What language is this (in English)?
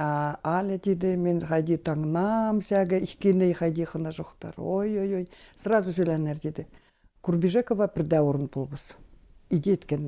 Khakas